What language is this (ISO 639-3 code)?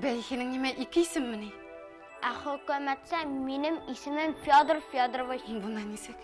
bak